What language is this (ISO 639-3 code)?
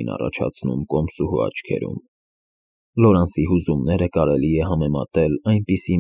hye